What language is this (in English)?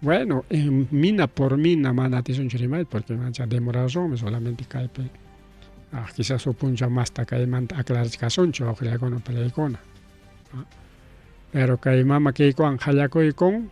Ayacucho Quechua